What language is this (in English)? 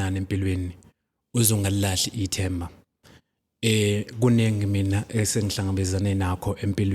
Zulu